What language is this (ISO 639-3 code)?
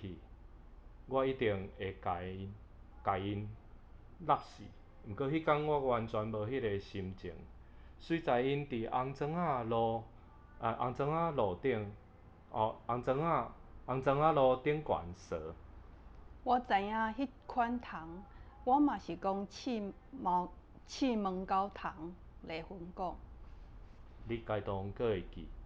nan